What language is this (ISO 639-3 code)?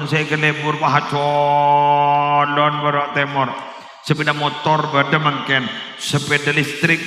mad